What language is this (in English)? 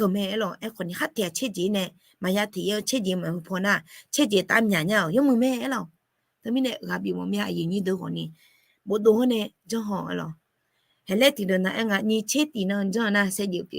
Akha